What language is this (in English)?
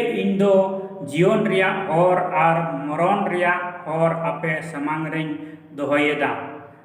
Santali